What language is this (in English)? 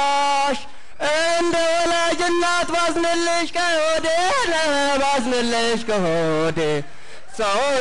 Amharic